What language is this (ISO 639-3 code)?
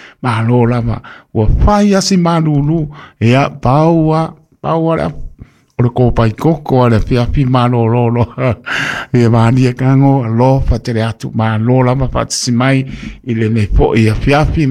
smo